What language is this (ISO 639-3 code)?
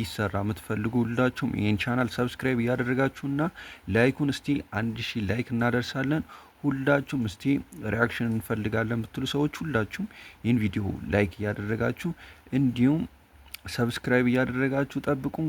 amh